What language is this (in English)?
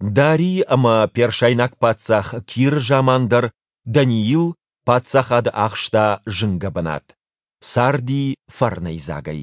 Ossetic